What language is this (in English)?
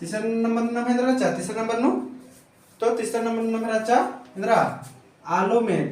Kurukh